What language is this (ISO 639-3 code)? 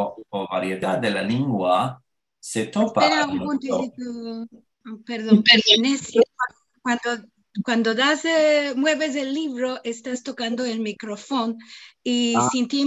lad